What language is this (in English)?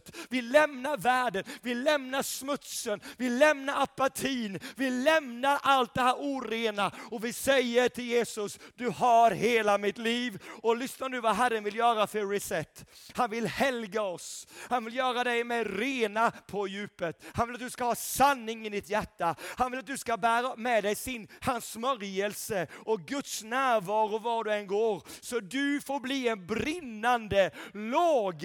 Swedish